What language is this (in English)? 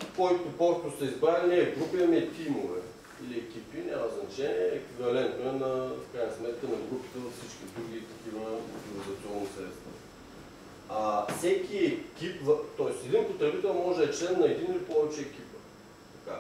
Bulgarian